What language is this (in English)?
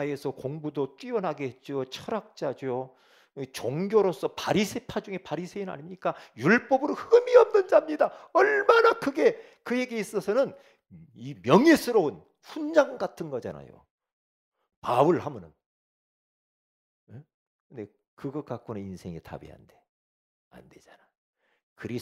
Korean